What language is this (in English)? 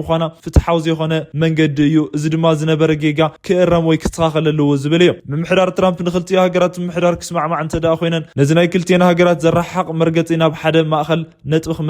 Tigrinya